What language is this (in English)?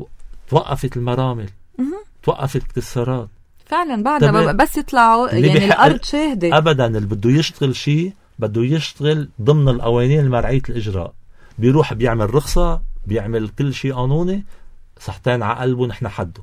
North Levantine Arabic